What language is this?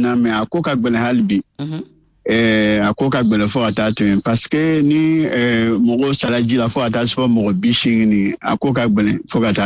Bambara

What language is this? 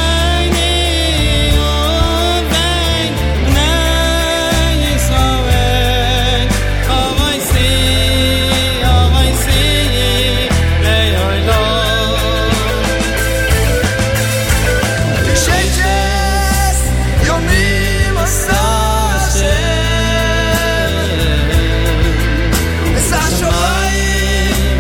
Hebrew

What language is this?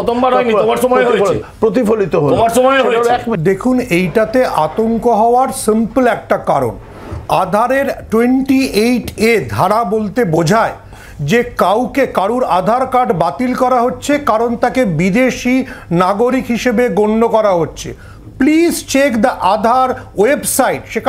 Bangla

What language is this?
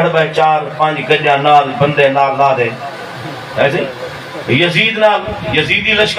Saraiki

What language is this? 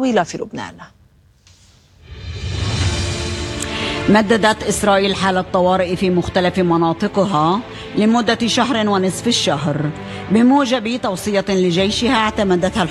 Arabic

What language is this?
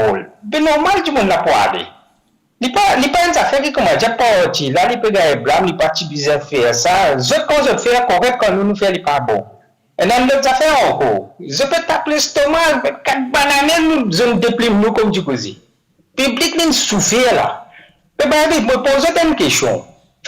Morisyen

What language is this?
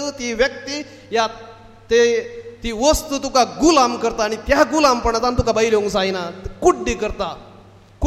Konkani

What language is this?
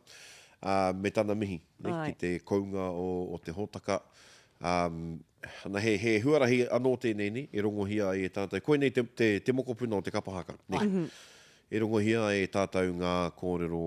Māori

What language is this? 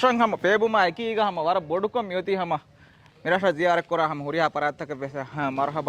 Divehi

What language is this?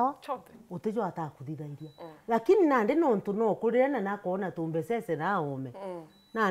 Meru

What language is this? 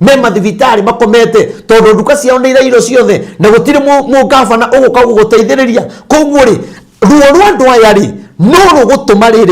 Kikuyu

